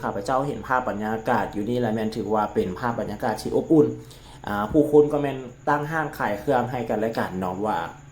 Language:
Lao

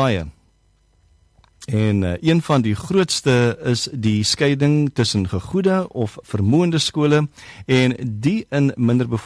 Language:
Afrikaans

